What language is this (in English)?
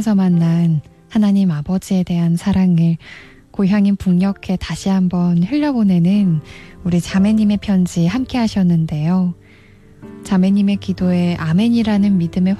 Korean